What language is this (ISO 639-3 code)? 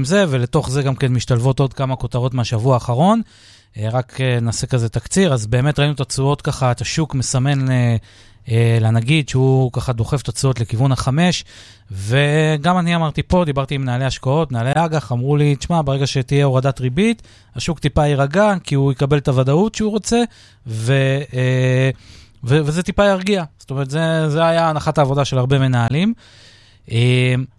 heb